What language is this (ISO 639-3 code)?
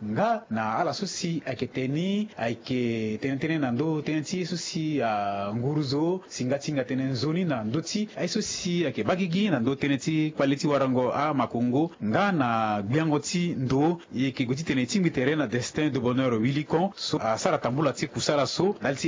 sag